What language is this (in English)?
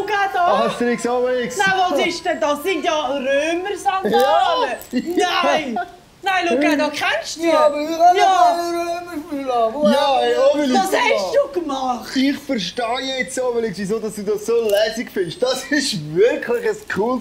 Swiss German